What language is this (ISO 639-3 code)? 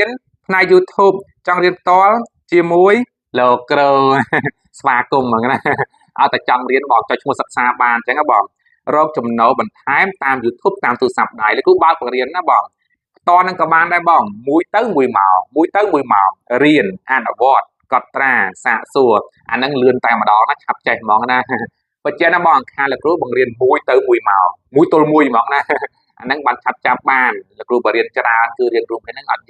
khm